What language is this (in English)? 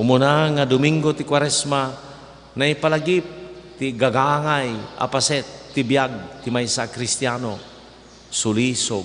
Iloko